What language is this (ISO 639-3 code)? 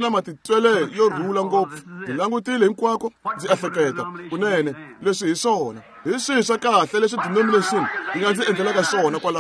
tso